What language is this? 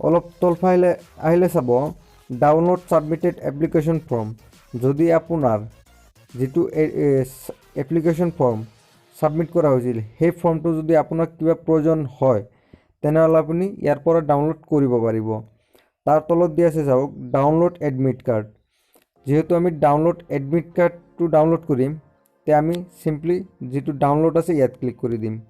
Assamese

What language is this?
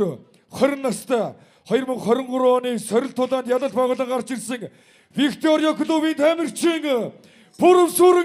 Mongolian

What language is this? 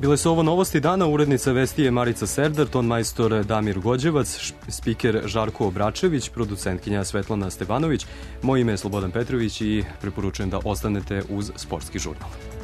Serbian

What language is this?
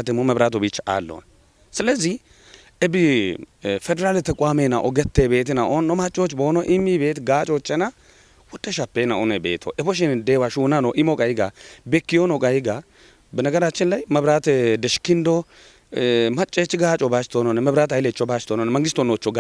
Kafa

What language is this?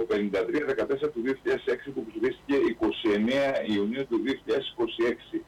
Greek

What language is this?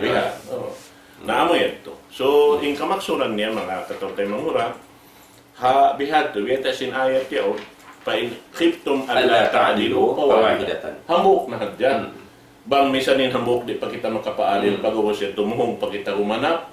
Tausug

